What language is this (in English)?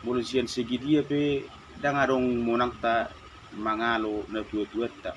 Batak Toba